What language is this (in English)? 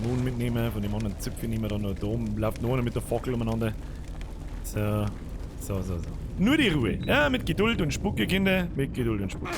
Bavarian